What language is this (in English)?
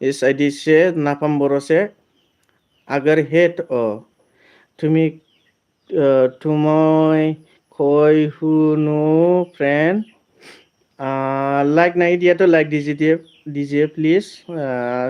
Bodo